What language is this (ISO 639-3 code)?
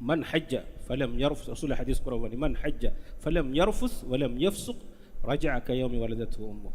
div